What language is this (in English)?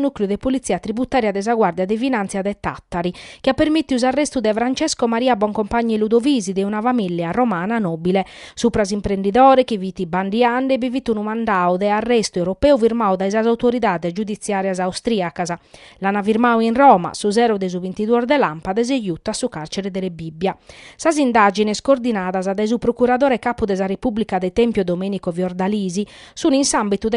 Sardinian